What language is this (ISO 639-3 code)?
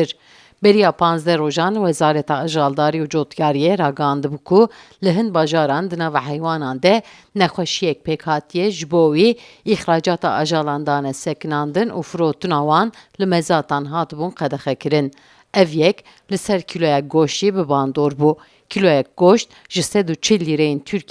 kur